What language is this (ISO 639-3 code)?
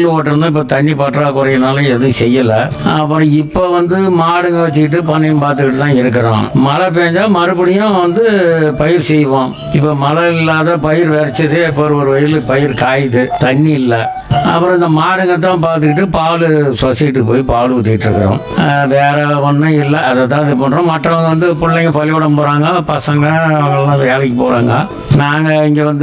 tam